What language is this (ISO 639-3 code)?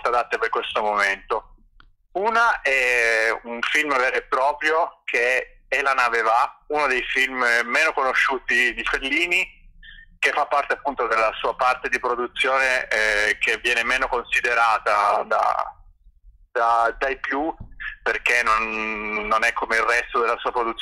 ita